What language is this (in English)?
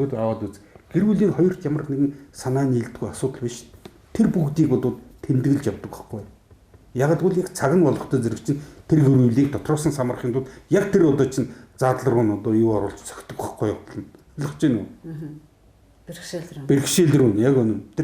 Mongolian